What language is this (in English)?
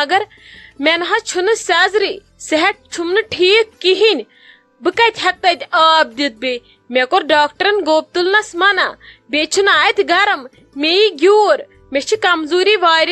Kashmiri